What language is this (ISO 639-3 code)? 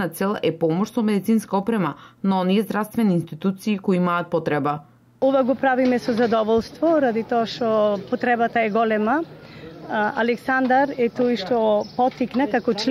mkd